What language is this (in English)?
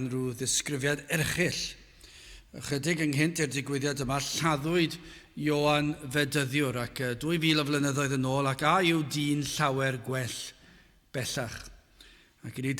Welsh